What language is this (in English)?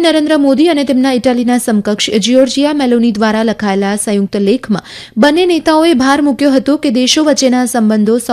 Gujarati